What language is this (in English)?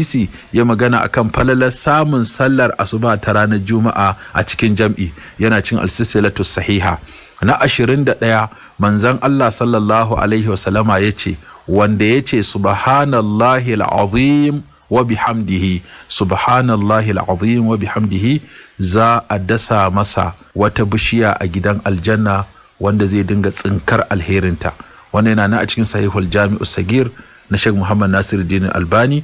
Hausa